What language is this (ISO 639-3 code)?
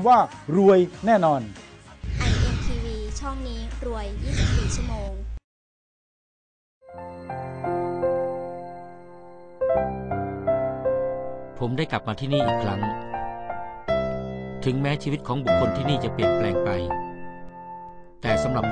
tha